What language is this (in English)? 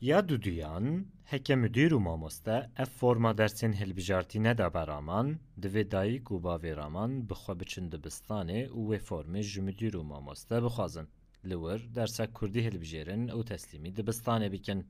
Kurdish